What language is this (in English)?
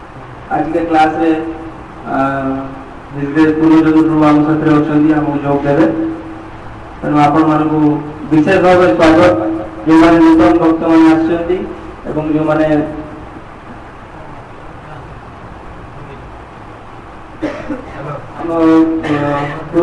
Odia